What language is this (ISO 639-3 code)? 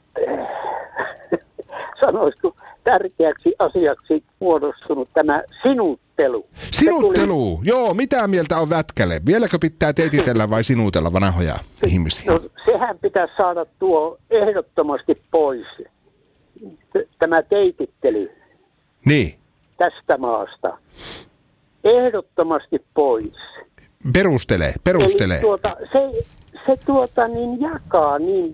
fin